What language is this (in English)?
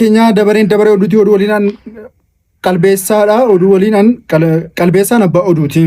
Oromo